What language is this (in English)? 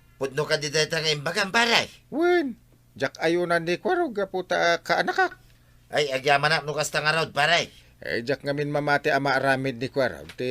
Iloko